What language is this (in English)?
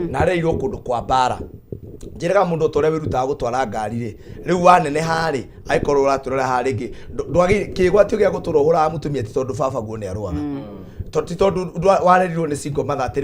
Kikuyu